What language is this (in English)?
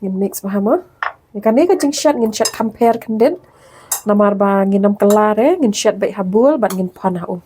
Khasi